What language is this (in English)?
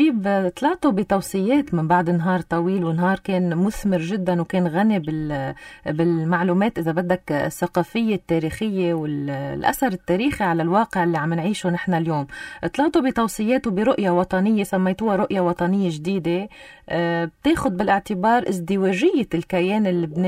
North Levantine Arabic